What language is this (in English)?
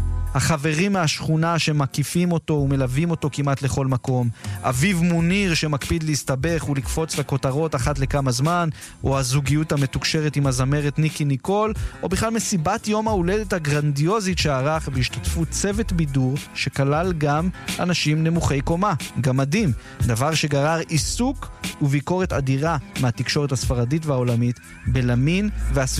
Hebrew